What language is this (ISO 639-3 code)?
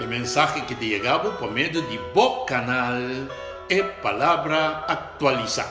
pap